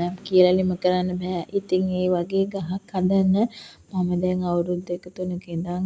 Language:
Sinhala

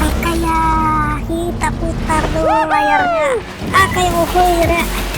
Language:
Banjar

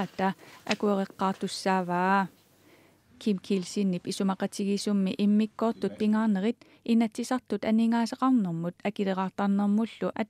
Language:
Kalaallisut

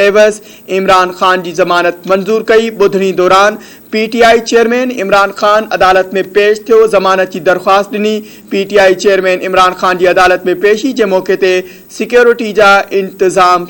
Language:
Sindhi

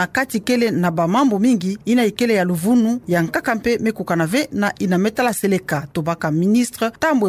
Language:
Kituba (Democratic Republic of Congo)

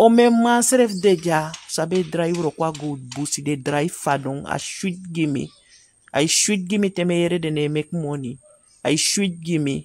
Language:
Sranan Tongo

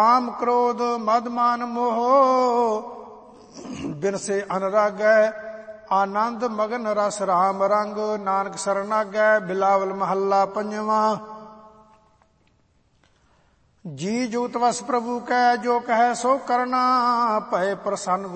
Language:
Punjabi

